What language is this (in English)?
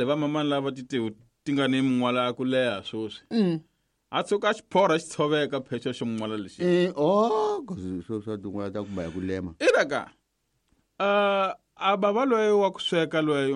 Tsonga